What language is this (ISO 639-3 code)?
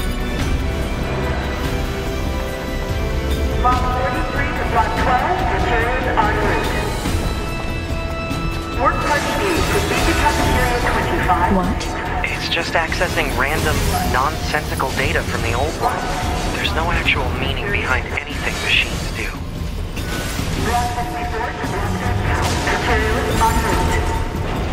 eng